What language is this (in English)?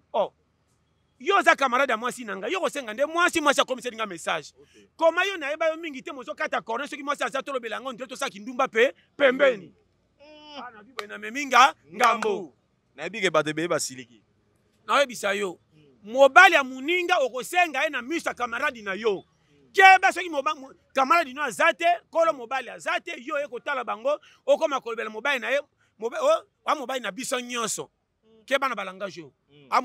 Lingala